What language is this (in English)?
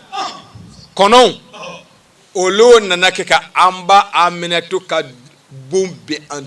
Bambara